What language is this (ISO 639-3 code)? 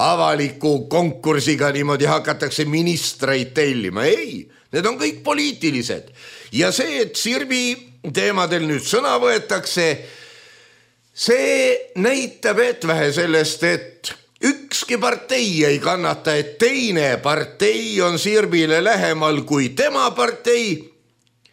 est